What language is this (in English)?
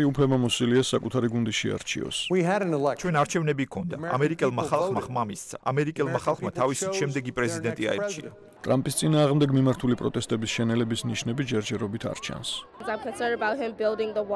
Georgian